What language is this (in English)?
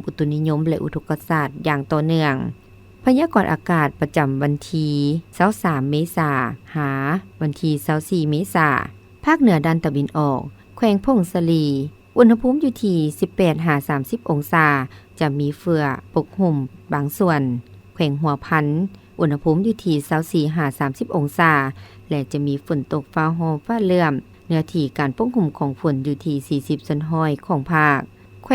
Lao